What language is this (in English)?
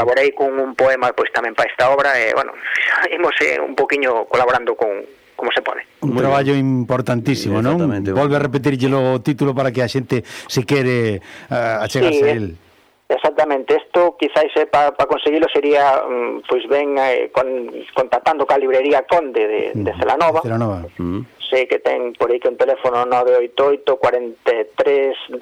Galician